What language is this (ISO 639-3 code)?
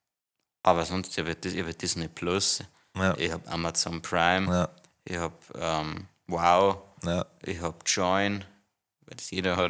bar